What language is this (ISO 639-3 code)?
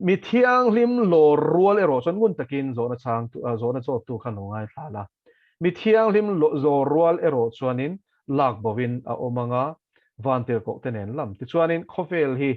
lus